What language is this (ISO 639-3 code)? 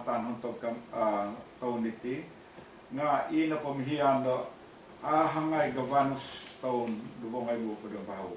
dtp